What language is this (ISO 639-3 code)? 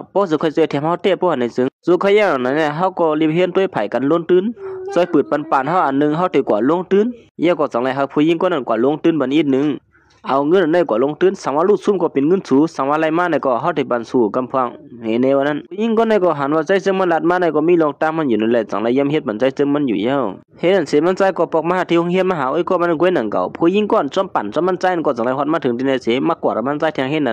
shn